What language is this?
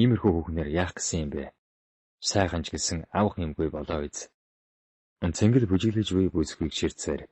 Mongolian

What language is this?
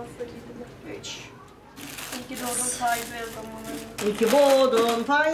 Turkish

